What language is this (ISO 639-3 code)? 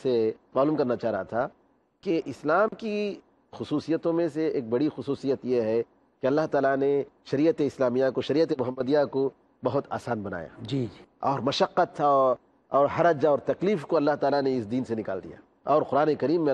urd